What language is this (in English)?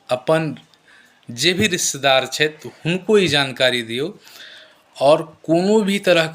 Maithili